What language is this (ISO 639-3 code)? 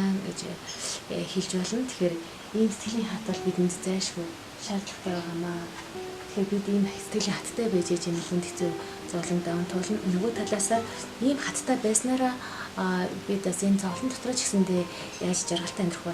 mon